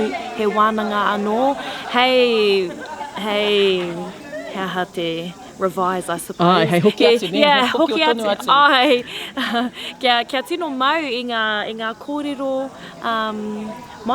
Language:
Māori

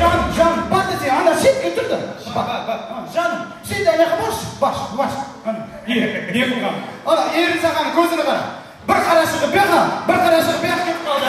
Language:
Kara-Kalpak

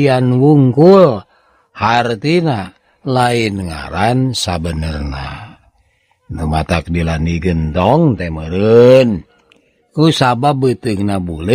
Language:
Sundanese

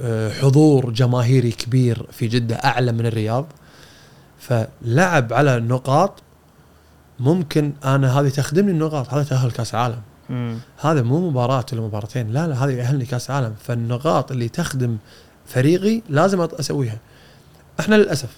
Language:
Gulf Arabic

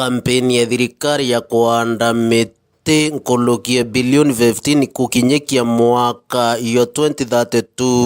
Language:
Meru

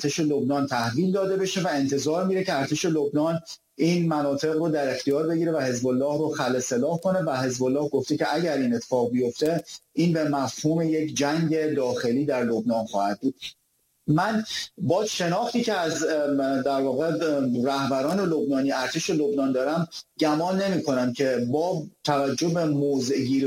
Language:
Persian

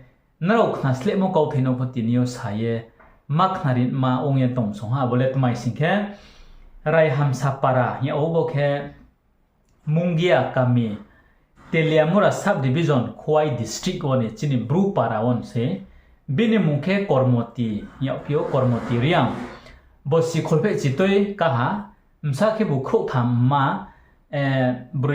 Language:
Riang (India)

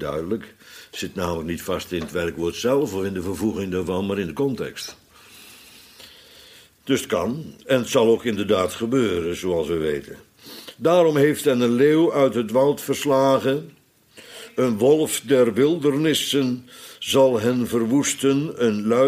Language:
Dutch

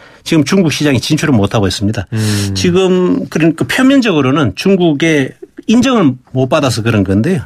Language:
Korean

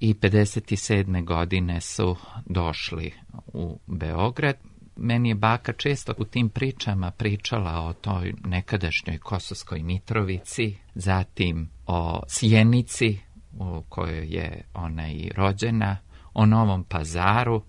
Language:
Serbian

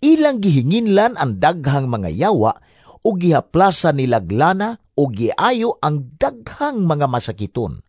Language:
Cebuano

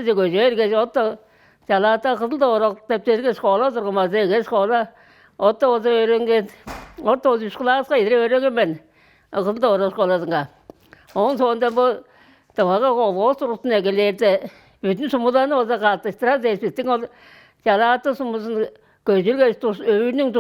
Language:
Tuvinian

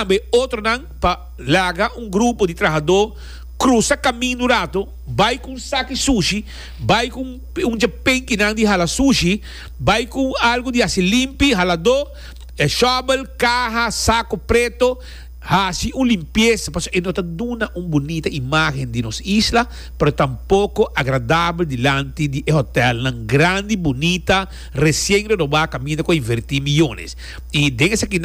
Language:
Papiamento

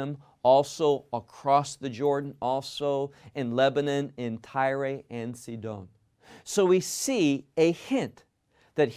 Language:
English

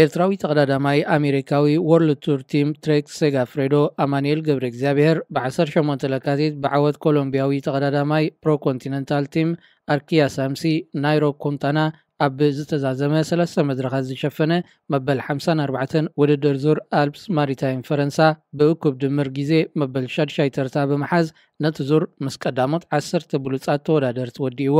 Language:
Tigrinya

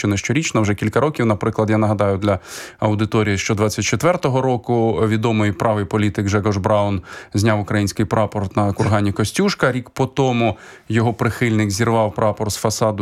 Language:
Ukrainian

